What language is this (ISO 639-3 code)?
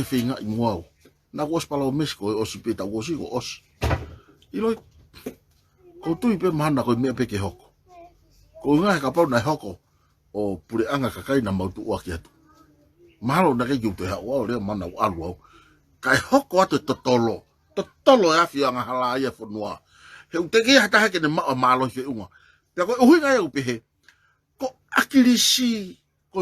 ton